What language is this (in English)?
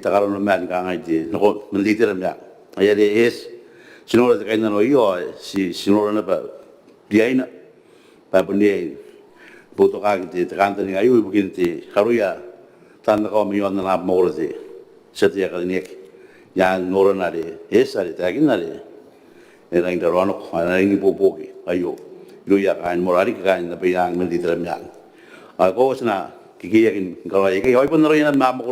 Gilbertese